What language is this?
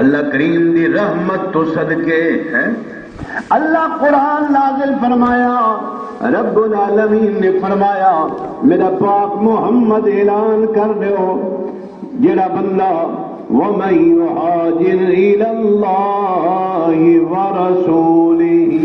Saraiki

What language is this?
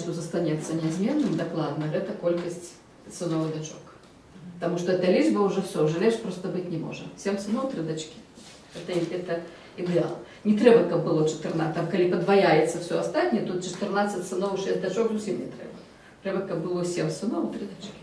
Belarusian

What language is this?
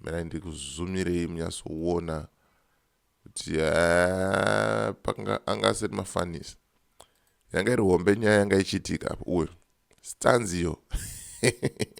Shona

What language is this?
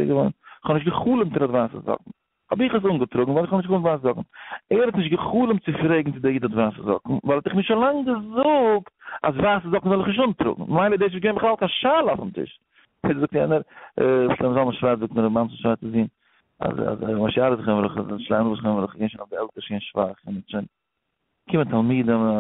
Yiddish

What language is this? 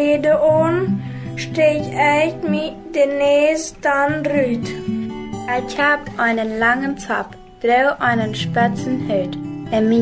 Plautdietsch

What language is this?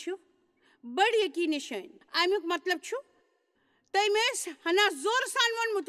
Kashmiri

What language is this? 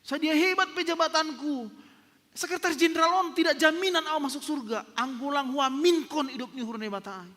Batak Simalungun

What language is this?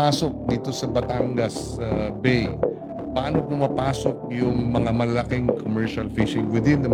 Filipino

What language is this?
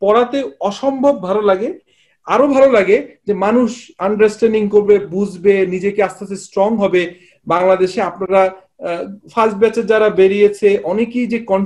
Bangla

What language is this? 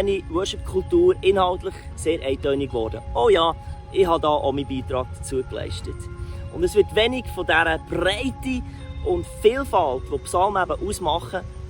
Swiss German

